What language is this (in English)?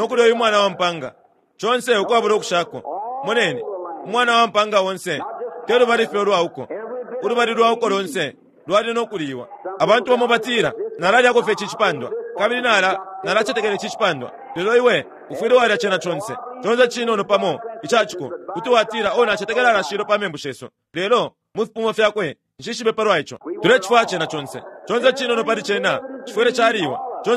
Bemba